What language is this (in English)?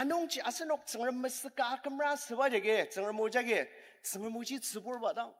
Ao Naga